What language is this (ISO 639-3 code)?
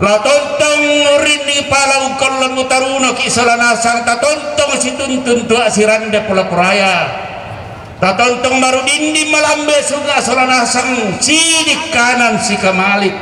sda